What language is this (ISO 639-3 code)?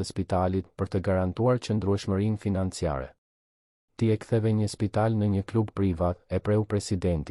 sqi